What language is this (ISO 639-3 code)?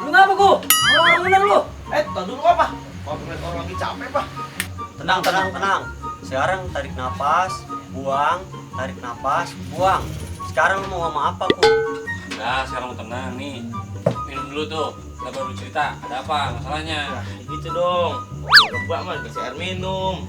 bew